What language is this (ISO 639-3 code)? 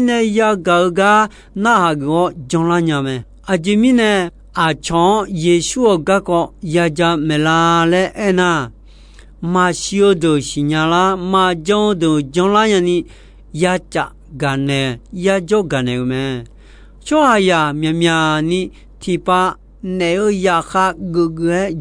ahk